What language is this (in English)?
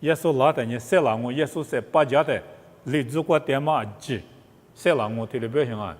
Lisu